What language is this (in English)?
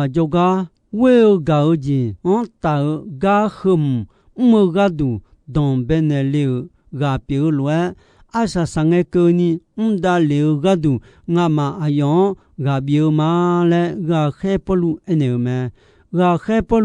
Akha